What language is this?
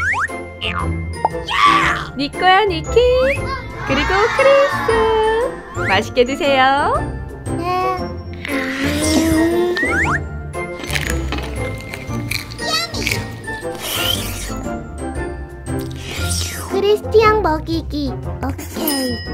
Korean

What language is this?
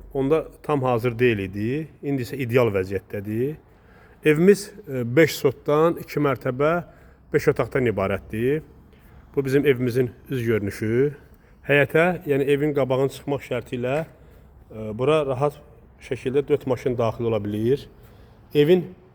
Azerbaijani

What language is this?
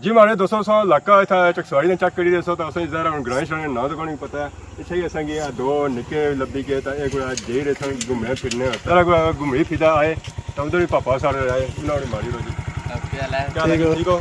Pahari-Potwari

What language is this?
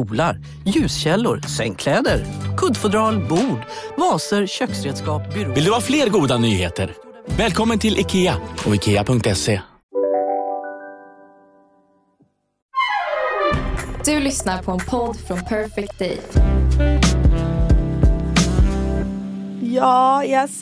Swedish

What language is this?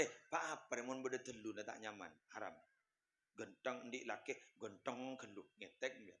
Madurese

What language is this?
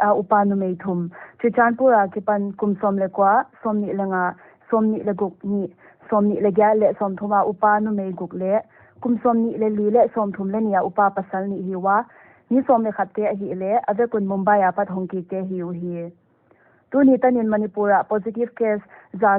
Paite Chin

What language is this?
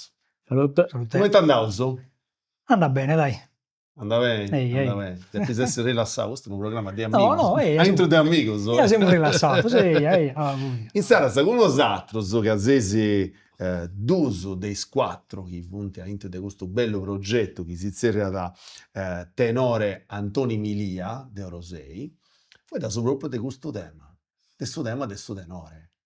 Sardinian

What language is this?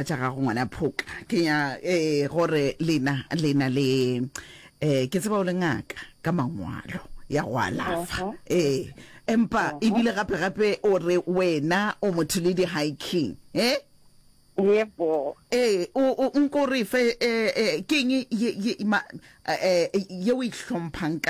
Northern Sotho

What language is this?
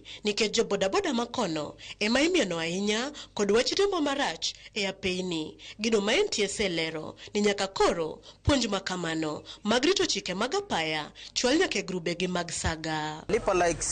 Luo (Kenya and Tanzania)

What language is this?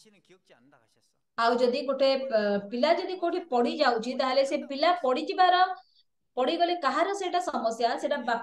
Odia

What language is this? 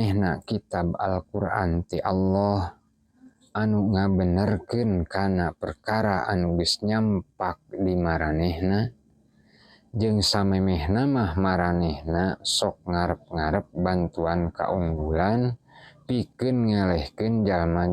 Sundanese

